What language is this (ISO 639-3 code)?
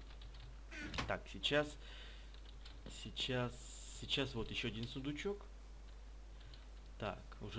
rus